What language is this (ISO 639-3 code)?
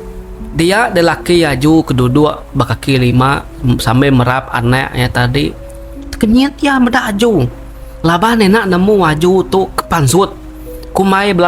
iba